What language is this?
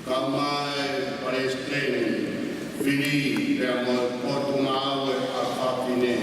Tongan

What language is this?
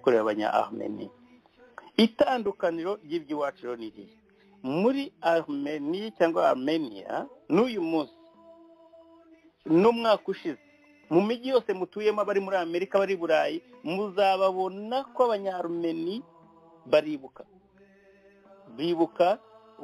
Kinyarwanda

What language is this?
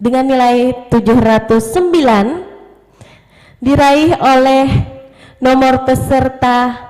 Banjar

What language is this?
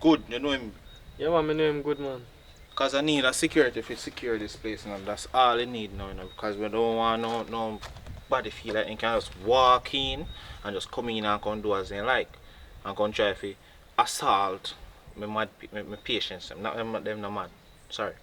Jamaican Creole English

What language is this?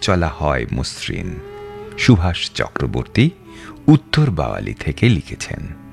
Bangla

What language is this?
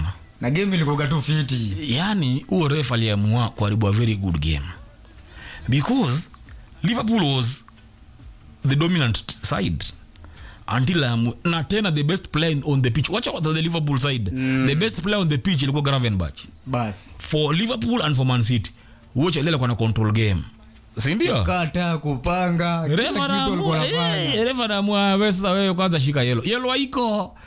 Swahili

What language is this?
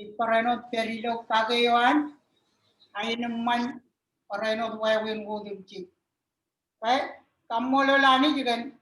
Marshallese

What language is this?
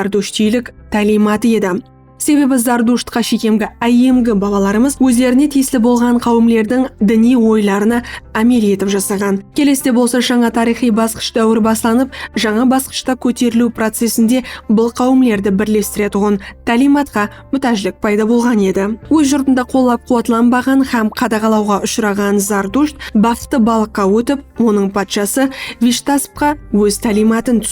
Kara-Kalpak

